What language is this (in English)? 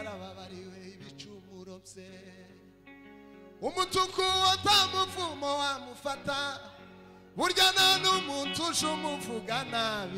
Kinyarwanda